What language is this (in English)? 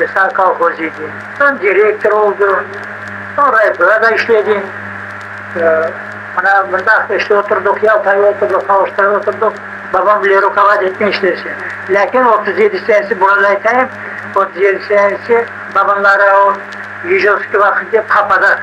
Crimean Tatar